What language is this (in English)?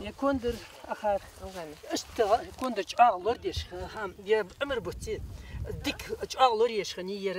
Ingush